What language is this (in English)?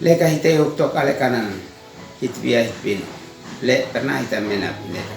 Uab Meto